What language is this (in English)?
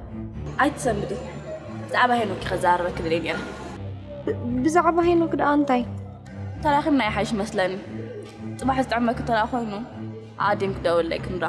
Tigrinya